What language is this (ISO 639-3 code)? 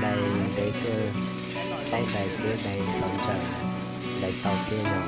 hmn